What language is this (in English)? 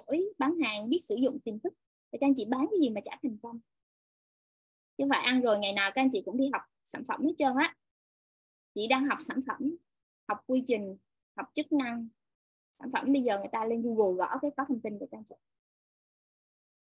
Vietnamese